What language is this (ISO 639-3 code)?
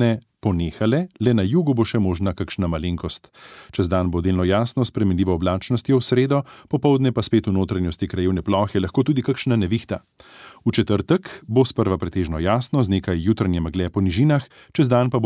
slv